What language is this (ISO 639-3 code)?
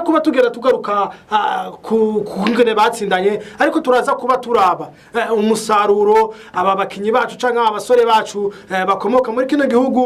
run